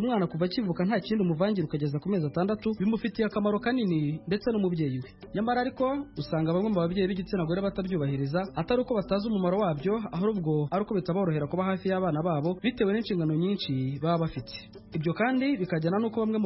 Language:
Kinyarwanda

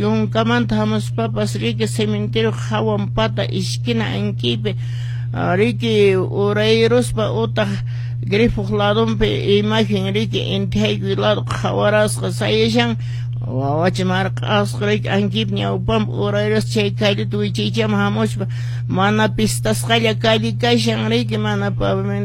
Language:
Quechua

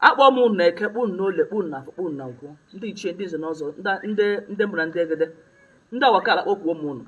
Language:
Igbo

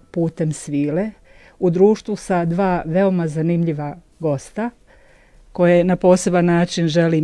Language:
Bosnian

